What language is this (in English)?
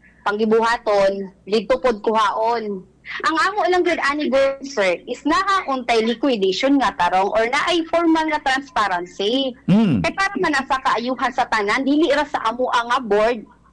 Cebuano